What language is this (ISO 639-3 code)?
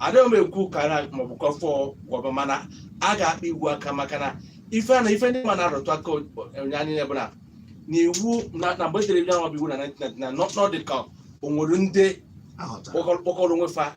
ibo